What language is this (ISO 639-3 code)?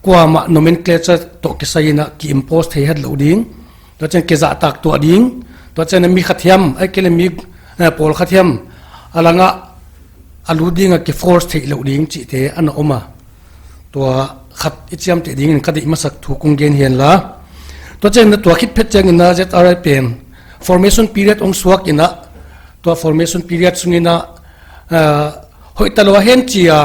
pck